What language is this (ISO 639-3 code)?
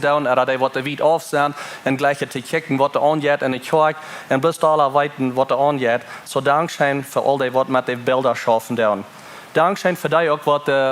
pdt